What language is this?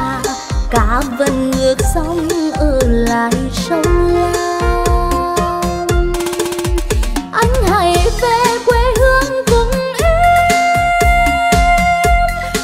Vietnamese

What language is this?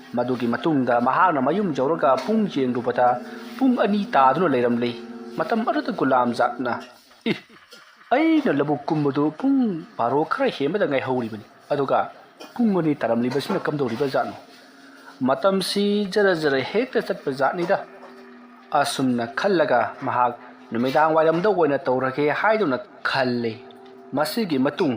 Manipuri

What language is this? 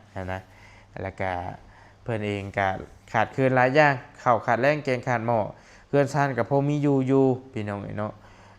Lao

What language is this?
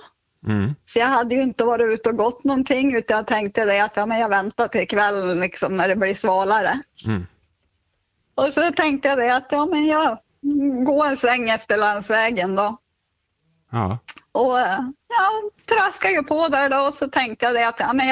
Swedish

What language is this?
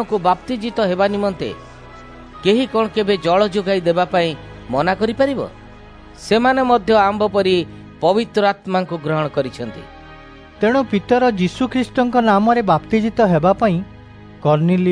Odia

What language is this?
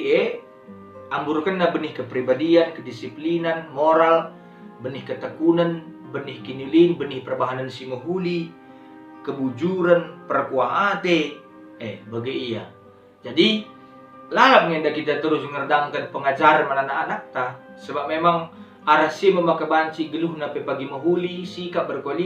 Batak Karo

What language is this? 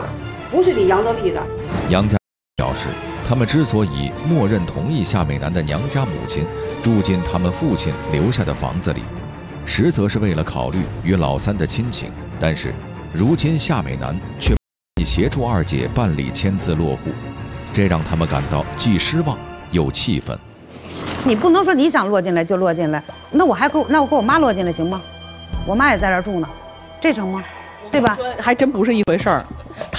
Chinese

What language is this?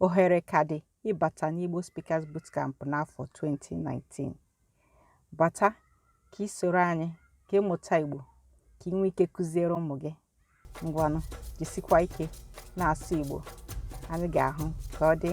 Igbo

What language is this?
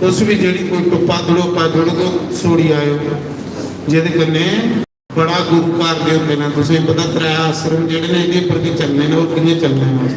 Dogri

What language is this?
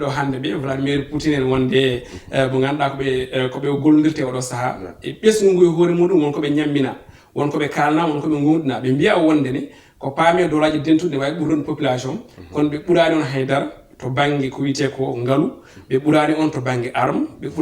Fula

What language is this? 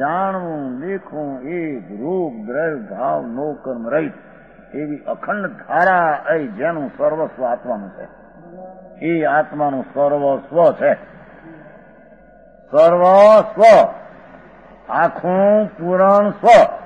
Gujarati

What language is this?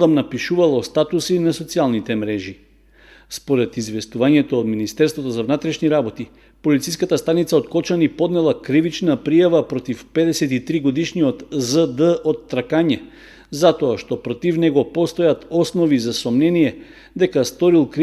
Macedonian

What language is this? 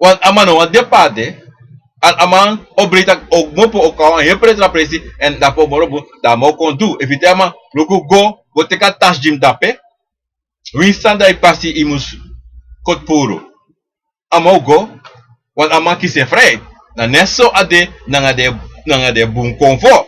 Sranan Tongo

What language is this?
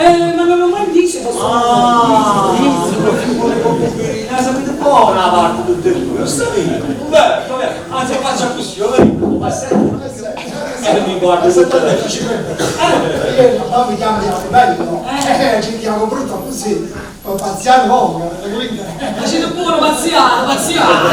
Neapolitan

